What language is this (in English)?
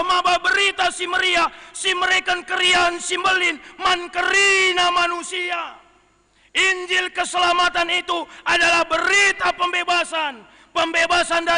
Batak Karo